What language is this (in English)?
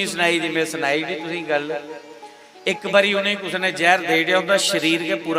Dogri